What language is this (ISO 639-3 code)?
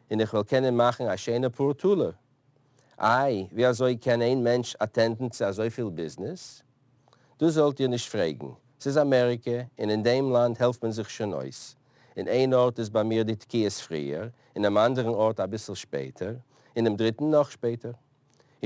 yid